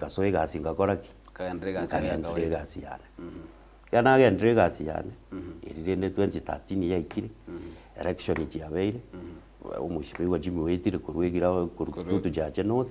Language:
Gusii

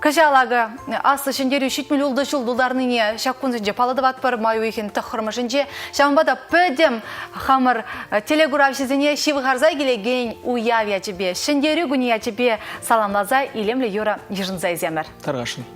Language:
Chuvash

